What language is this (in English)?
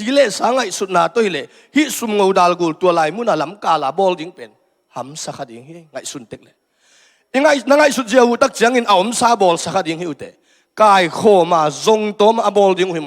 Tedim Chin